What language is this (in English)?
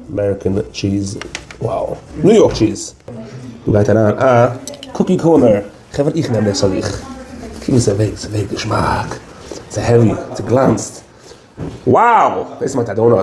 Yiddish